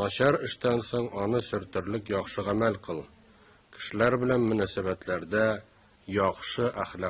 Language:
Tatar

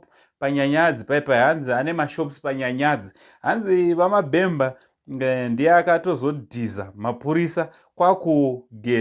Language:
Shona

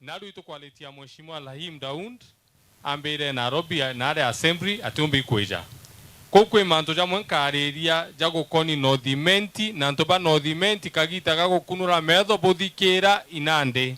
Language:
Meru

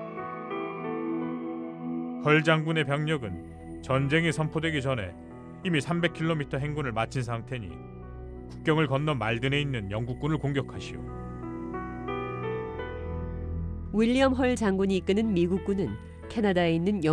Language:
Korean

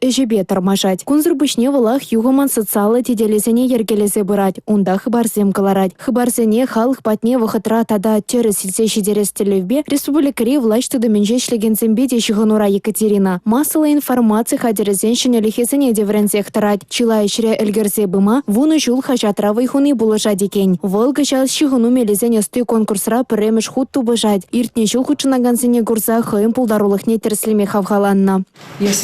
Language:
Chuvash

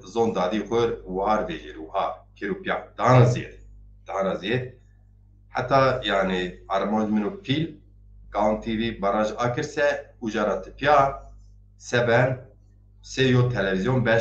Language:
Zaza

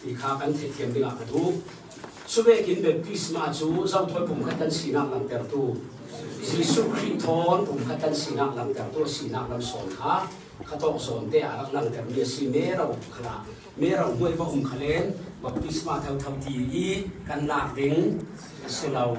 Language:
Falam Chin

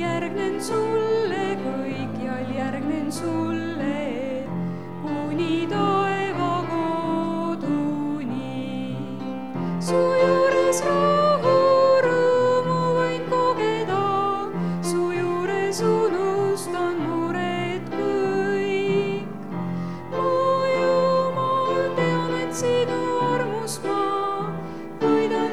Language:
Estonian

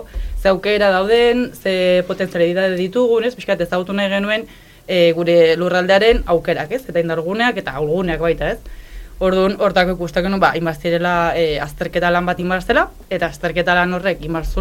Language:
Basque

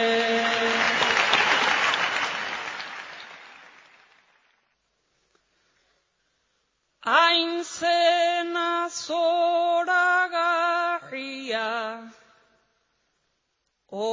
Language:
Basque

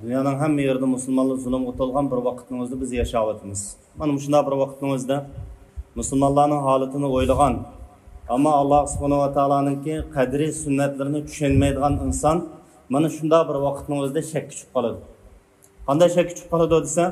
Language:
Uyghur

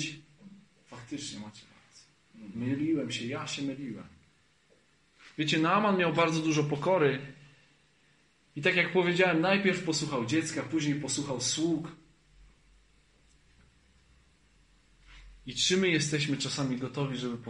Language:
Polish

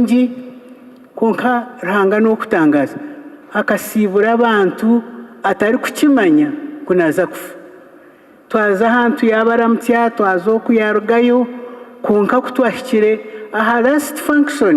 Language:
Nyankole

